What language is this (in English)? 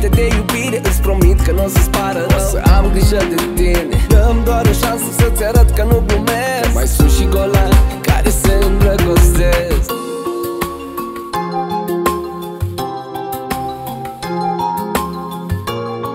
Romanian